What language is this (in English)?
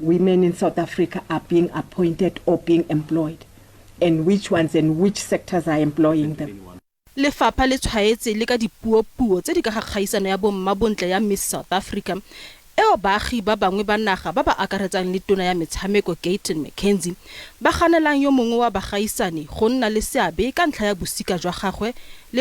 Tswana